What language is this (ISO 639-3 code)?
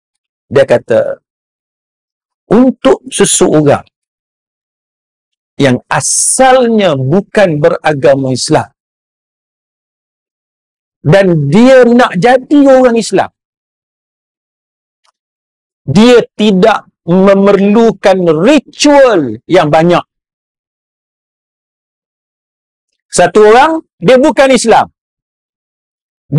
msa